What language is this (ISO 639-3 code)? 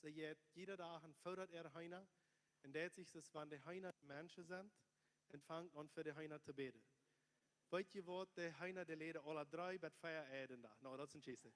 pdt